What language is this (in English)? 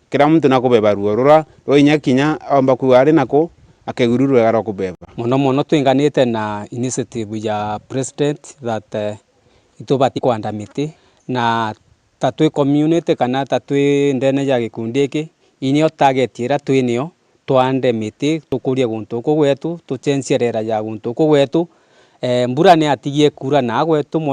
Meru